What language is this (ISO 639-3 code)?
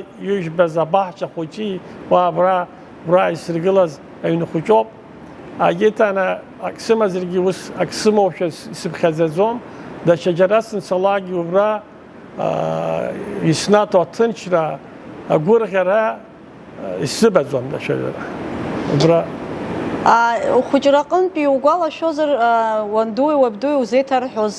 abk